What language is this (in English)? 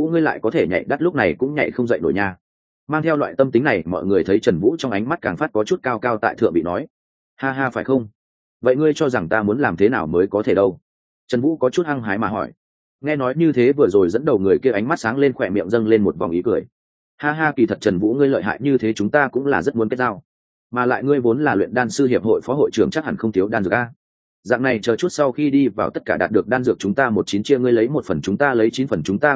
Vietnamese